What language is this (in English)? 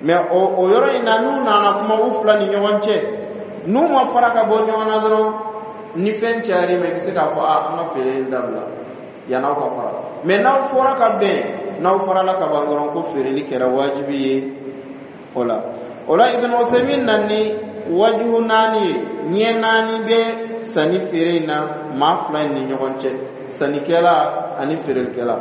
Dyula